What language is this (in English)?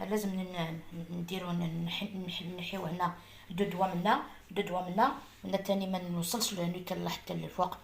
Algerian Arabic